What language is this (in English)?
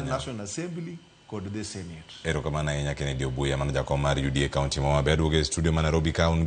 Luo (Kenya and Tanzania)